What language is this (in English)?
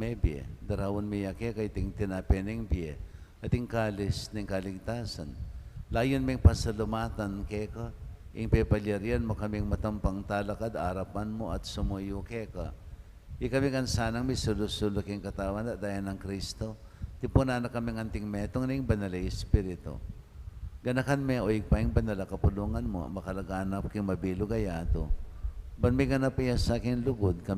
Pampanga